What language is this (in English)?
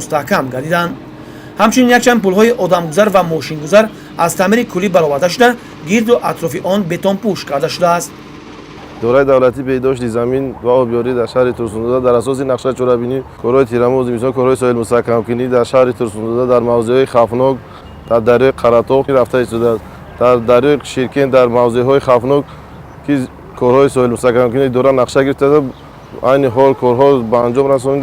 Tajik